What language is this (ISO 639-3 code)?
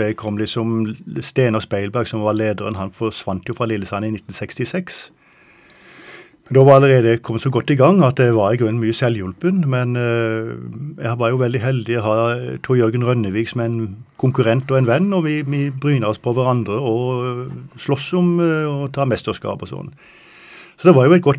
nor